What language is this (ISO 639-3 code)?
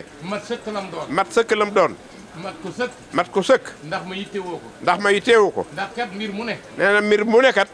wol